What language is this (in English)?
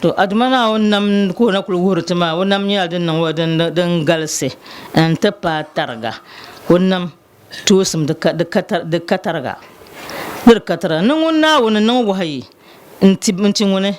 Dagbani